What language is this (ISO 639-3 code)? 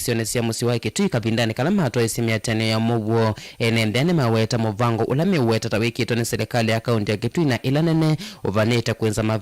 kam